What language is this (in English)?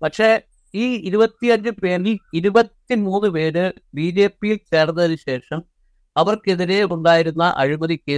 Malayalam